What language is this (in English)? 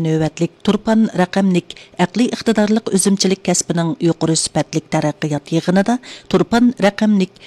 Uyghur